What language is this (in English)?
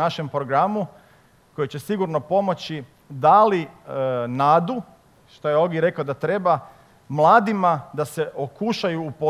Croatian